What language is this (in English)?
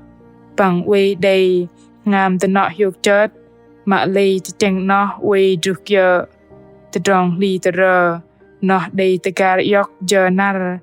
Bahnar